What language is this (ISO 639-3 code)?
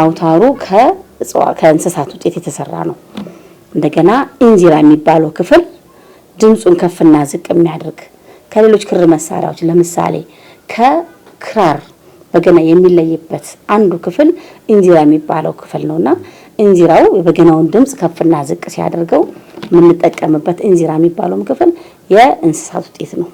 amh